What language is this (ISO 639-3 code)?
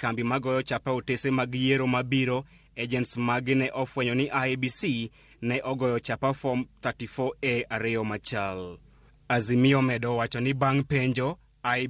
luo